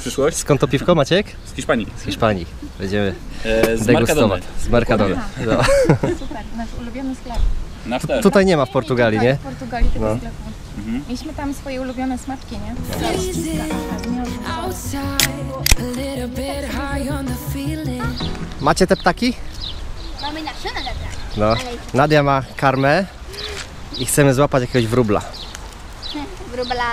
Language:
Polish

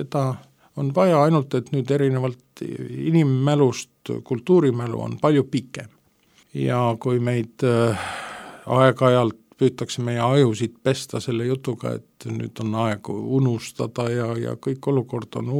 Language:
Estonian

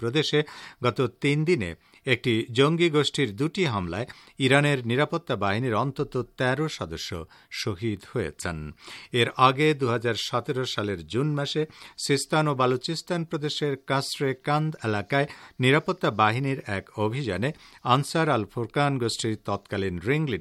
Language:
Bangla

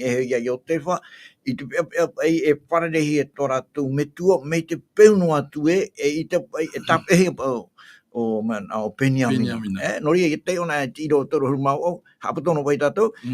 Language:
Tahitian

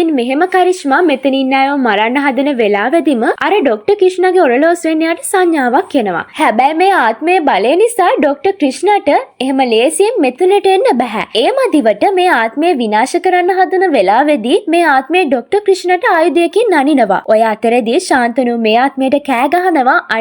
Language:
Sinhala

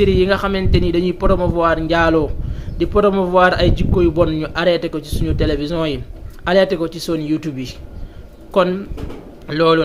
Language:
Wolof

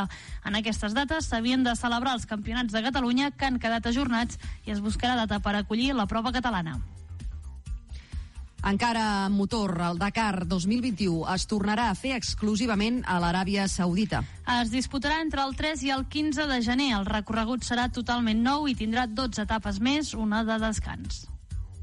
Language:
Catalan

